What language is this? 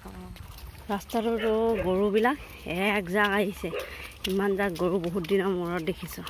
Assamese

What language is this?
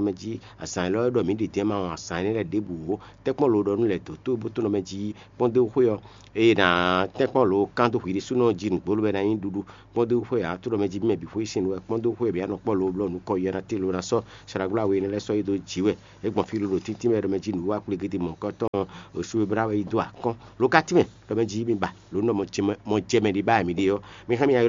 Fon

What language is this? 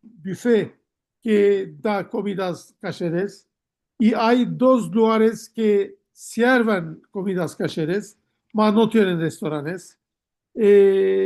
Ladino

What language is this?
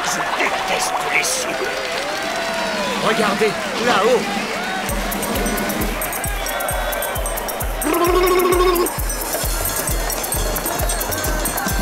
French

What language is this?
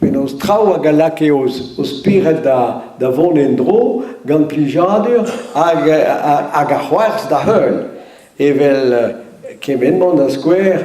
Breton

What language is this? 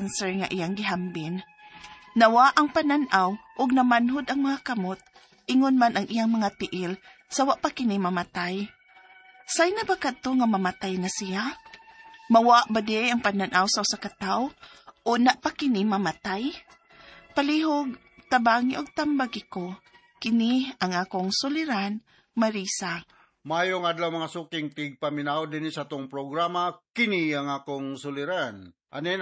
Cebuano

